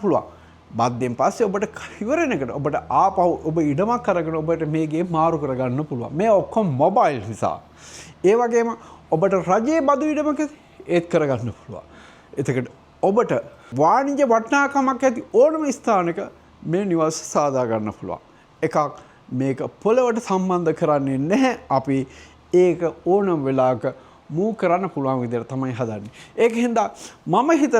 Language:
Sinhala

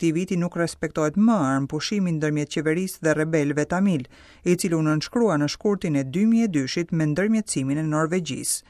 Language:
Albanian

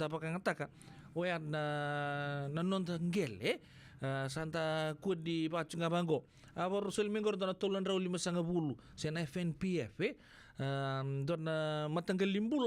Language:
Fijian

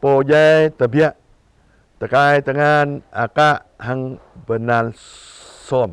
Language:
Jarai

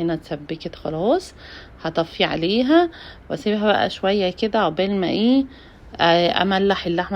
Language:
Egyptian Arabic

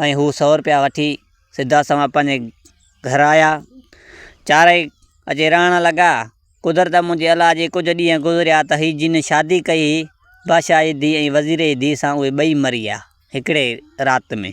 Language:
Sindhi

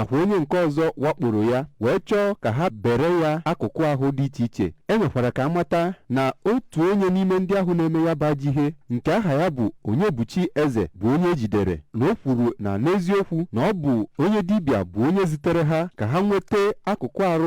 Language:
Igbo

